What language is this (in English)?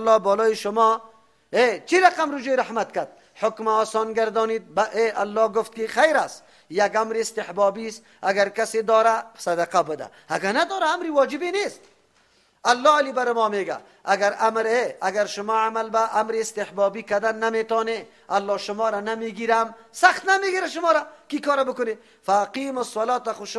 Persian